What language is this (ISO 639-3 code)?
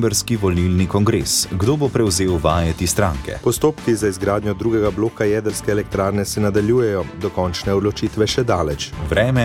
slv